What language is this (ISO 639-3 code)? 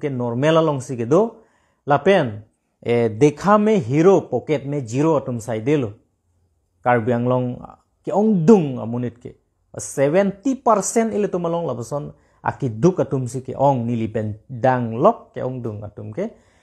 mjw